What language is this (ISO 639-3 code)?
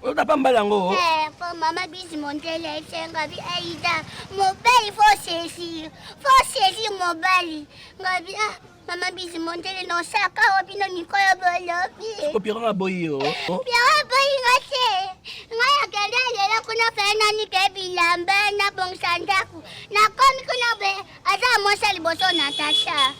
lin